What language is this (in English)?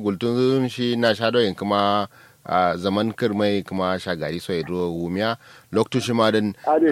Kanuri